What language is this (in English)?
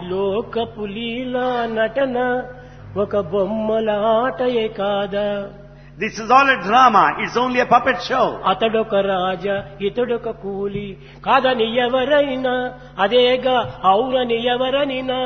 Telugu